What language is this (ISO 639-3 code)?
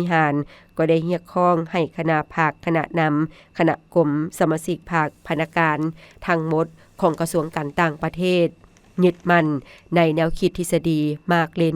lao